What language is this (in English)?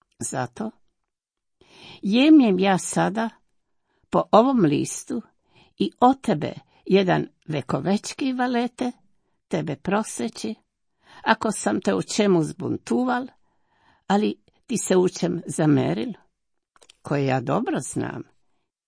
Croatian